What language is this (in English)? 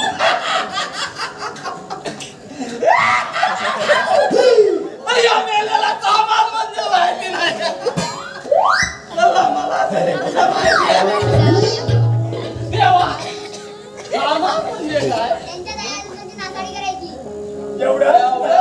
Marathi